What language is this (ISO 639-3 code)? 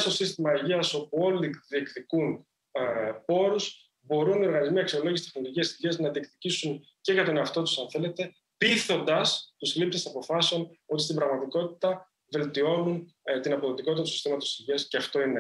ell